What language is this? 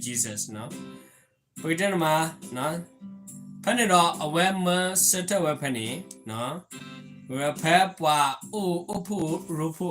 S'gaw Karen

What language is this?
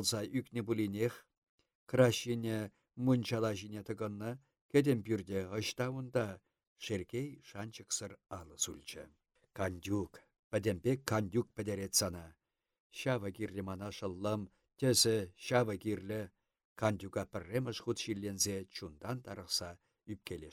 Chuvash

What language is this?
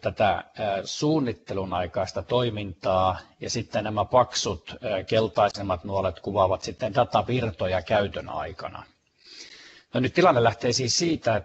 Finnish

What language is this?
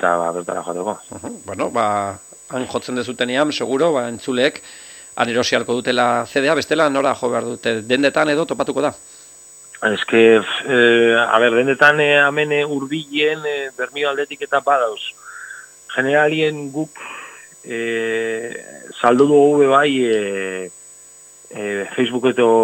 Basque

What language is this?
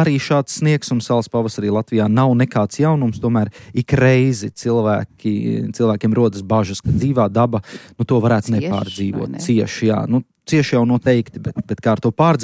Latvian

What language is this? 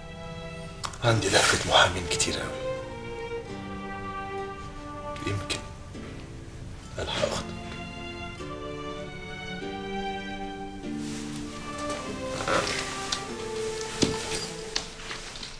Egyptian Arabic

